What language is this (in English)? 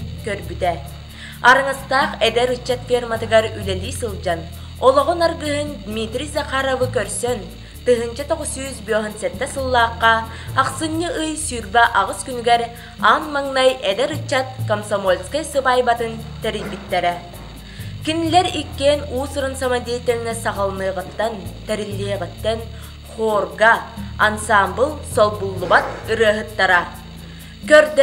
Yakut